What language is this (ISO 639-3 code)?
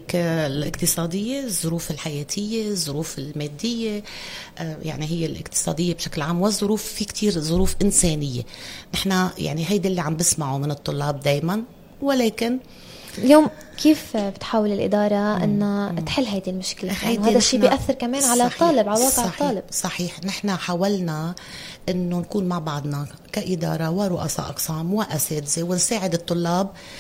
apc